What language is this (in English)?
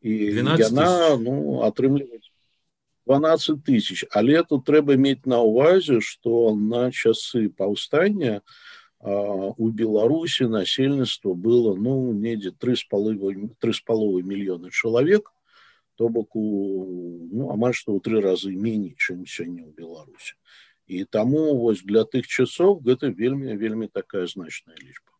Belarusian